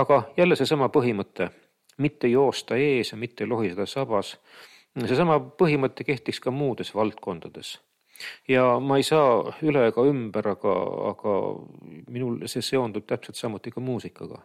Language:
Estonian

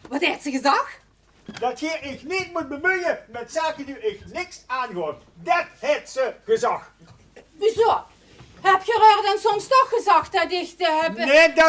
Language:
Limburgish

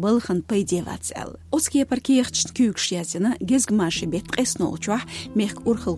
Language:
Chechen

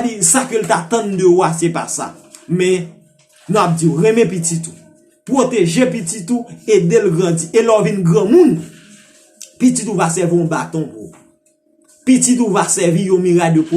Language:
Haitian Creole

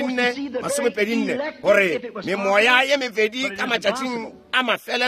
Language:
Northern Sotho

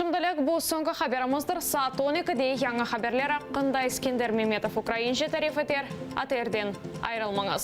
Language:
Crimean Tatar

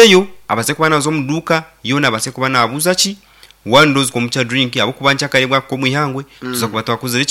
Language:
Nyankole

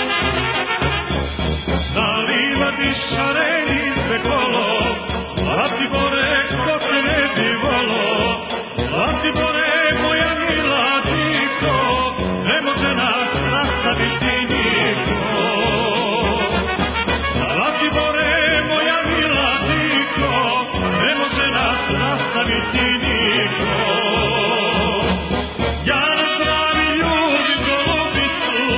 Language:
Serbian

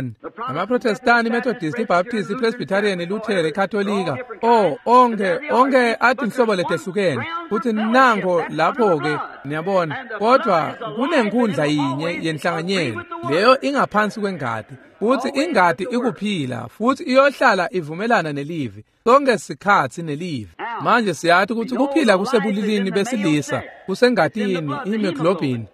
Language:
Swati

